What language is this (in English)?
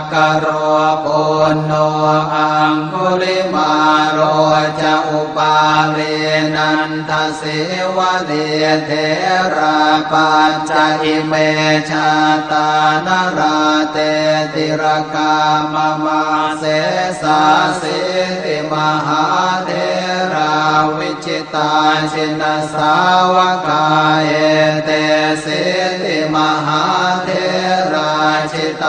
Pali